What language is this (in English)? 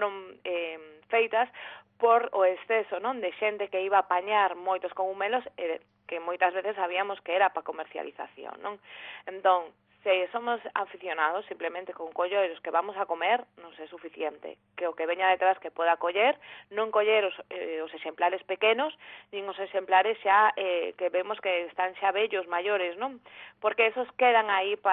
Galician